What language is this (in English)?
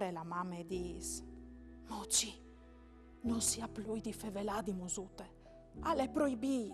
Friulian